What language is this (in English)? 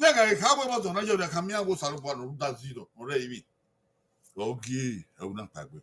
Bini